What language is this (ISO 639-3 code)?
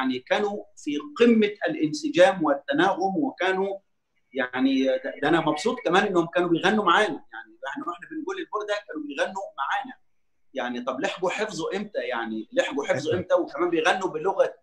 arz